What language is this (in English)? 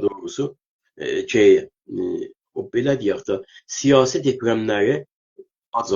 South Azerbaijani